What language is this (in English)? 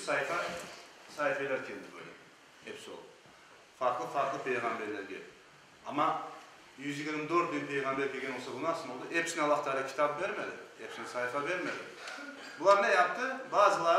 Crimean Tatar